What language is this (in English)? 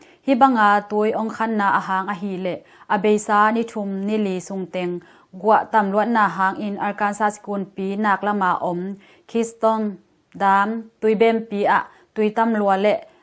Tedim Chin